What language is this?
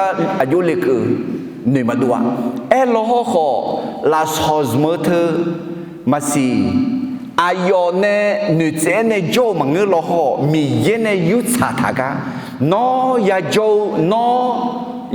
Akha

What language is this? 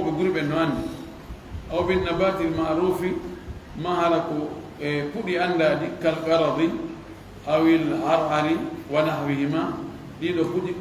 Fula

